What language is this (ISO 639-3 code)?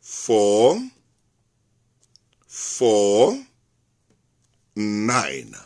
sot